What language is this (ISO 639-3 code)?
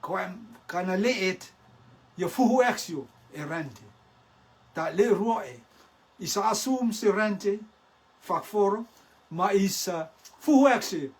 rtm